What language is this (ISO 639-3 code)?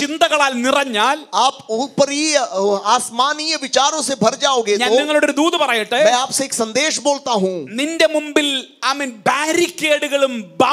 mal